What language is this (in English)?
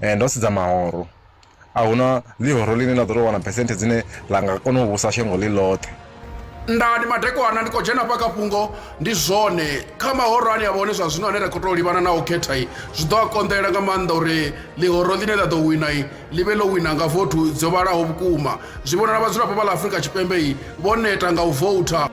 Venda